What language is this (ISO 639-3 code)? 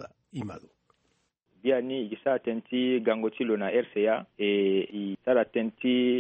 sag